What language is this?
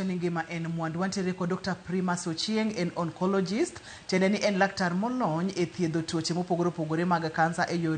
Luo (Kenya and Tanzania)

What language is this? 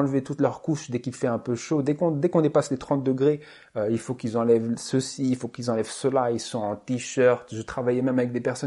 French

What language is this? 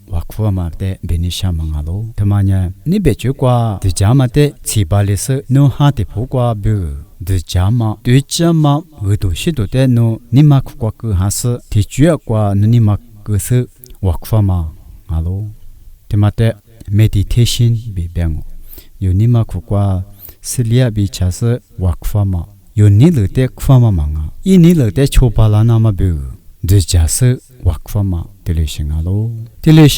Lisu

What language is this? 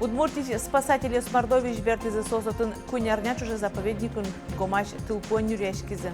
Udmurt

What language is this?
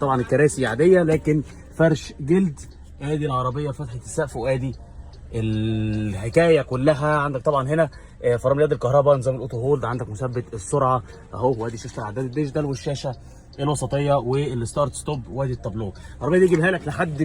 Egyptian Arabic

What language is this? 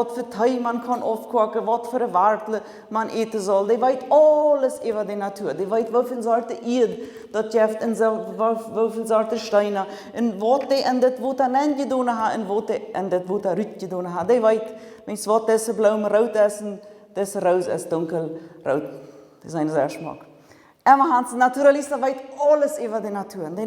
Plautdietsch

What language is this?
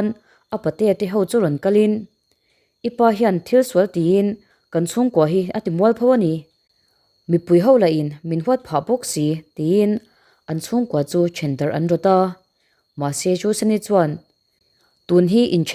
Mizo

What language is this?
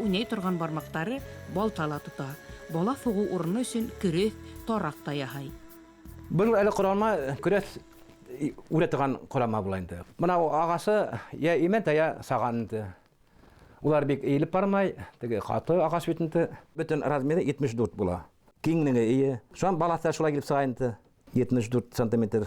Bashkir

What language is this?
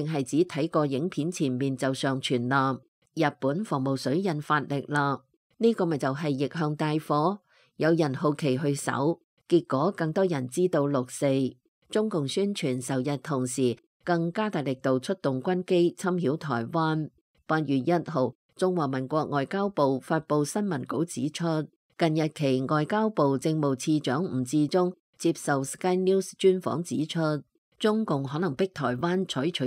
Cantonese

